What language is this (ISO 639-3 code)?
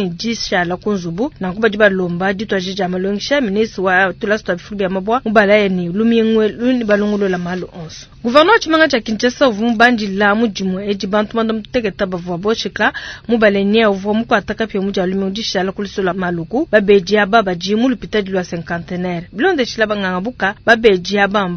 lua